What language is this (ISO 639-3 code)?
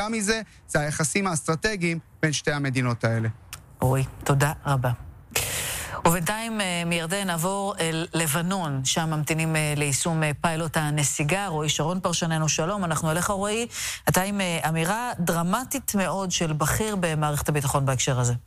heb